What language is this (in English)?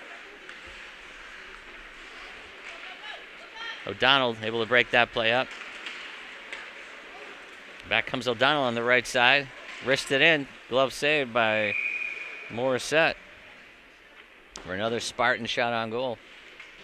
English